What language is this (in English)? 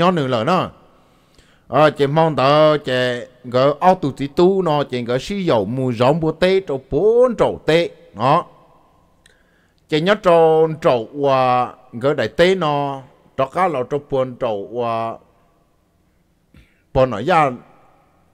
Vietnamese